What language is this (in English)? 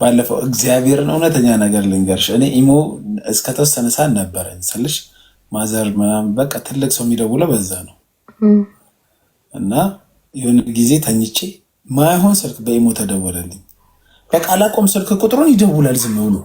Amharic